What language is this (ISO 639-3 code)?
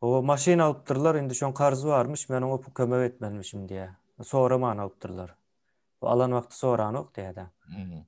tuk